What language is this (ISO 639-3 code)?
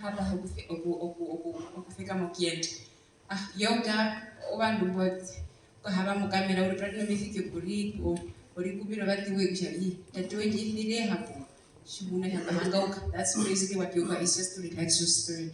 her